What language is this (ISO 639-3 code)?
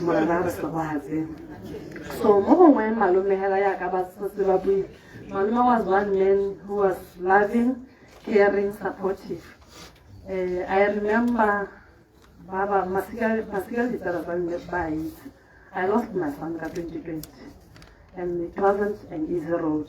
tsn